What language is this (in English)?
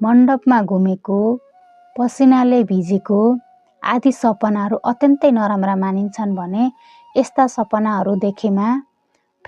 Nepali